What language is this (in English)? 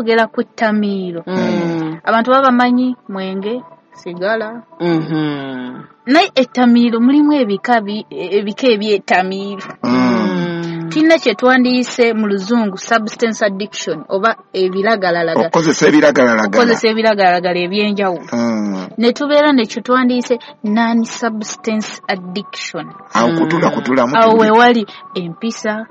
Ganda